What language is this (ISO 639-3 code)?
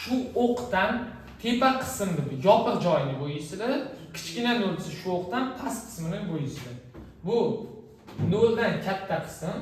uzb